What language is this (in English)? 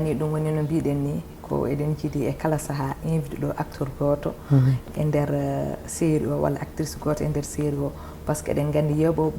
Fula